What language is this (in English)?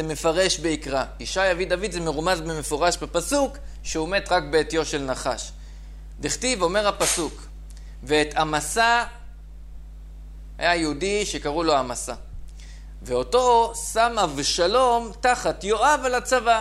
Hebrew